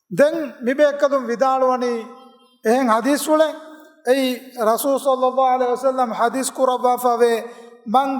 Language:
Divehi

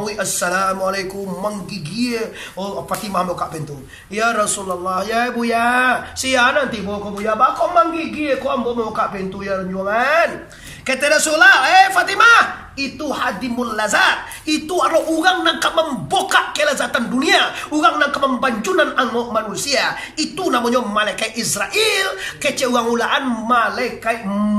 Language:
Minangkabau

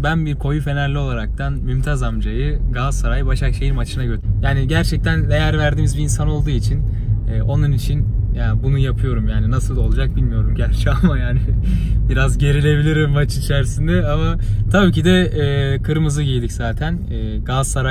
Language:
Turkish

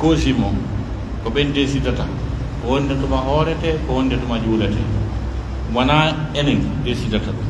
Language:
Pular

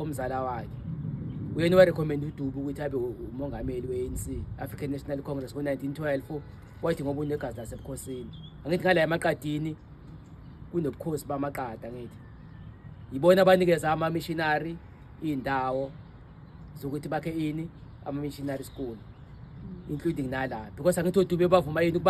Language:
Zulu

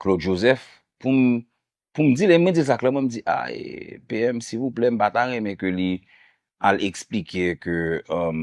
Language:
Haitian Creole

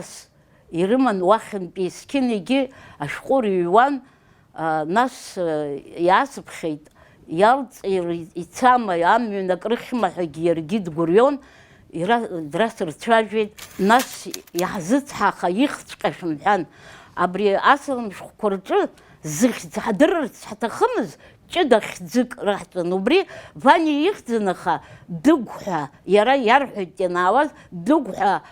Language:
Abkhazian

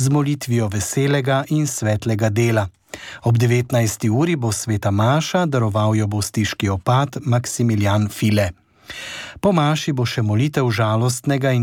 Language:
Slovenian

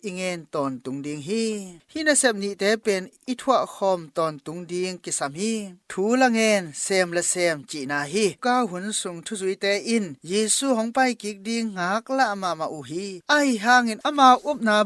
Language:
Tedim Chin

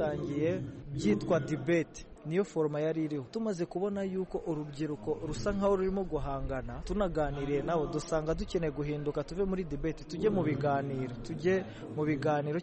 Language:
Kinyarwanda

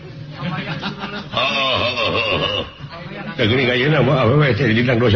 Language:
Sundanese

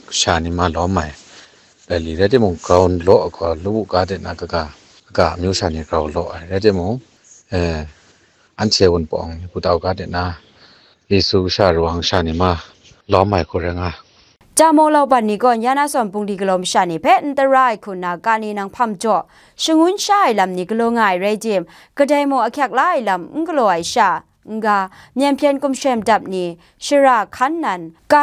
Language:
Kachin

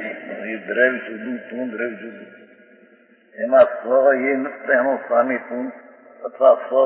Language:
Gujarati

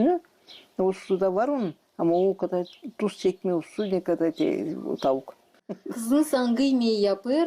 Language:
Gagauz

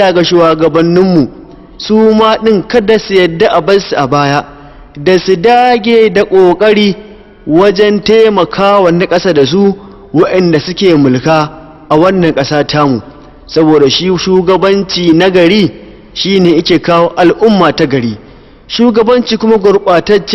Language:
Hausa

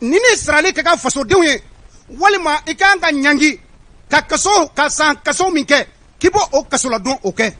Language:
Bambara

